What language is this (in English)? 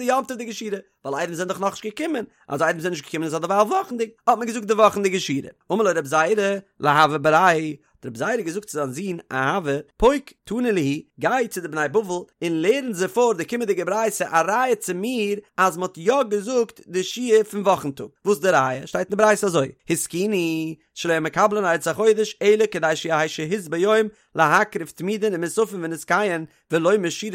Yiddish